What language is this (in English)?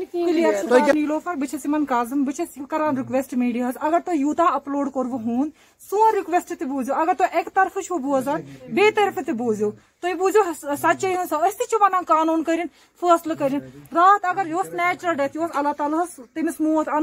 Kashmiri